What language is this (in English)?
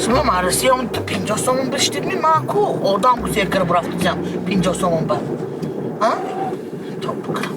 Tajik